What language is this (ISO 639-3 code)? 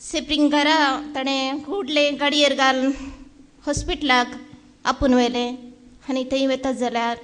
kok